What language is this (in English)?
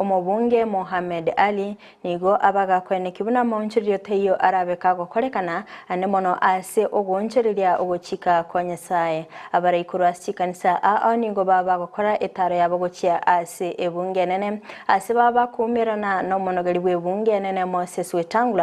Gusii